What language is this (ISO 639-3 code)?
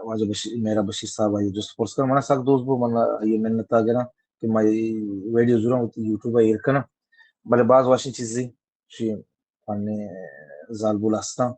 bal